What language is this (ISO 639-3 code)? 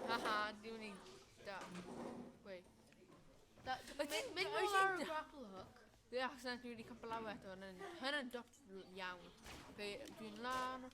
cym